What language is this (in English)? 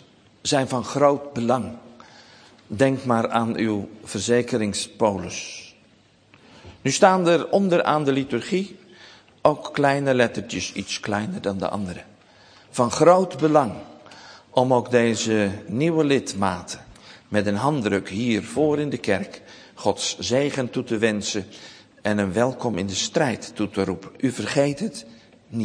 Dutch